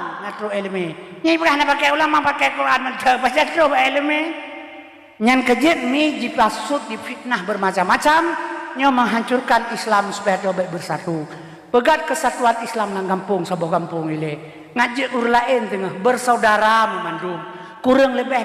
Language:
Achinese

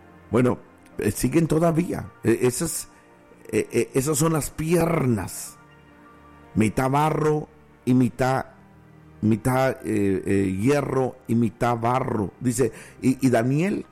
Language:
Spanish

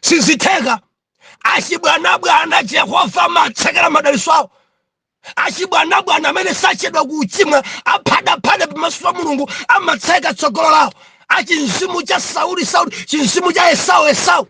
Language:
Nyanja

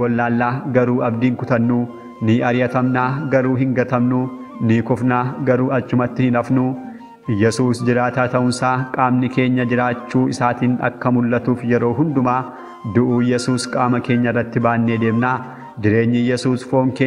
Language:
Oromo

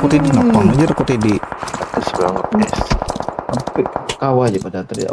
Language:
Banjar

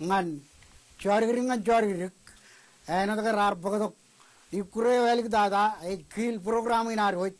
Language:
Marshallese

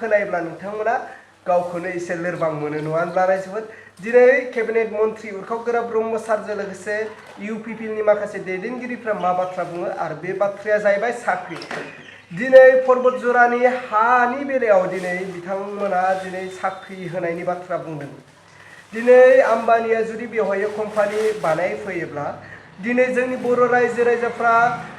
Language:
Bodo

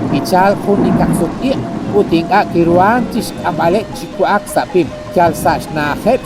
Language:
Kekchí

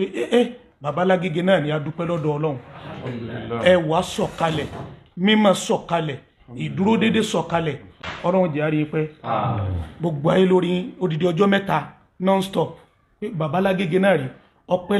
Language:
Yoruba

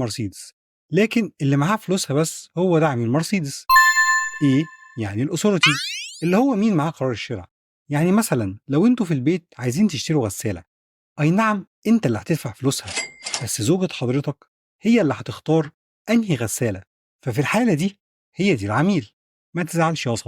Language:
Egyptian Arabic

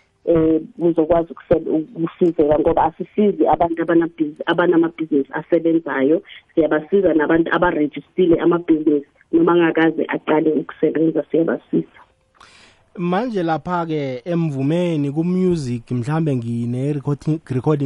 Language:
South Ndebele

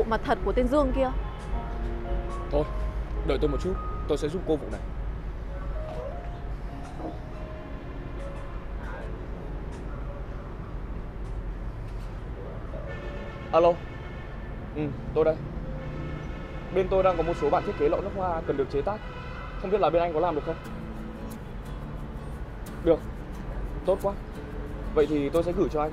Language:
Vietnamese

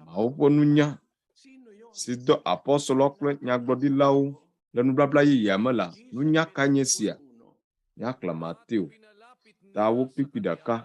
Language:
Ewe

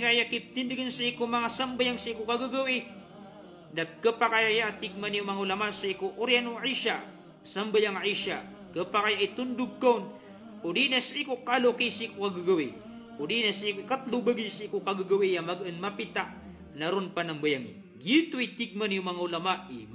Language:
Maranao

